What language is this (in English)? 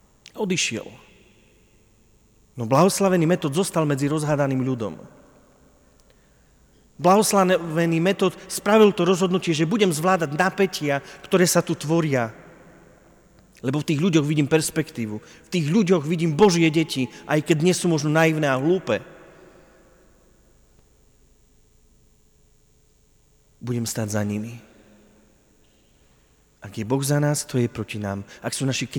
Slovak